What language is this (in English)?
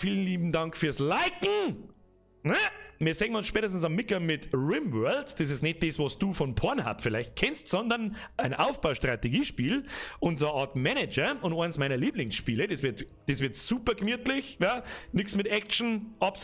Bavarian